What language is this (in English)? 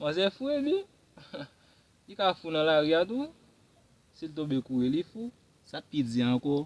Haitian Creole